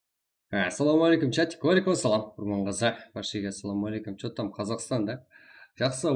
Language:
Kara-Kalpak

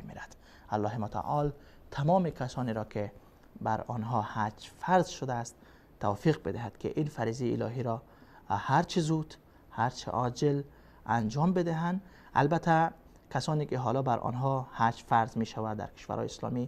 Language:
Persian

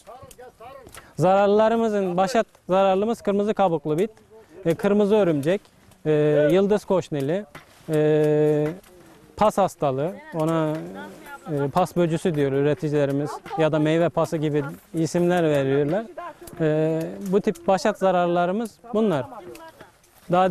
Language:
Turkish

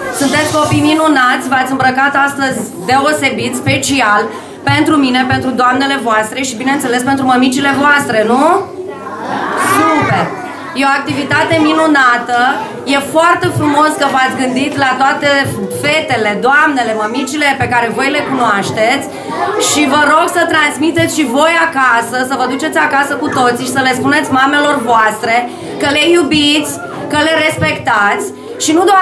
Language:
Romanian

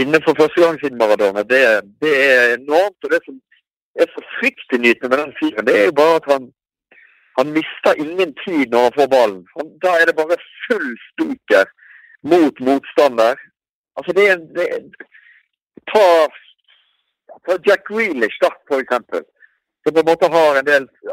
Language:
Norwegian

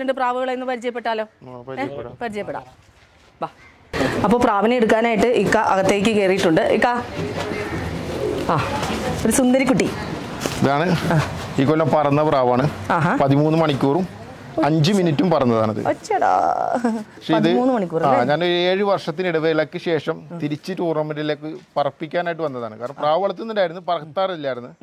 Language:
Malayalam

